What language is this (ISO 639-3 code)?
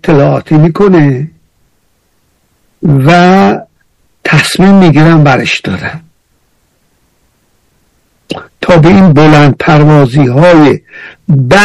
fas